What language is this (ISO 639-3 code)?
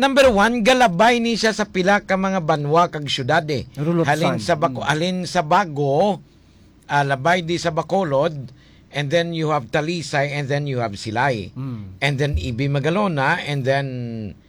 hil